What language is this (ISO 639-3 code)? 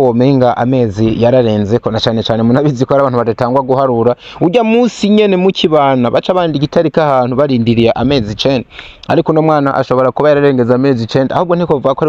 run